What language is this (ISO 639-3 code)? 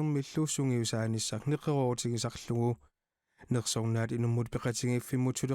kal